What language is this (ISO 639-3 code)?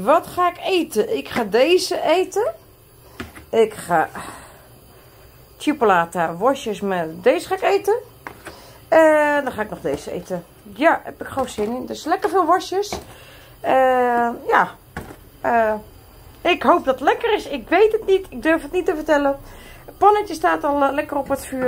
nld